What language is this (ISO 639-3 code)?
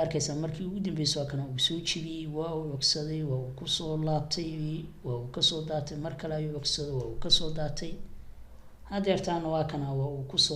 som